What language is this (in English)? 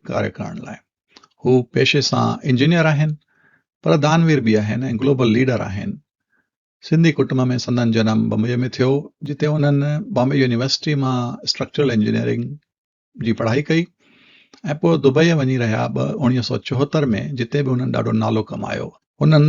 Sindhi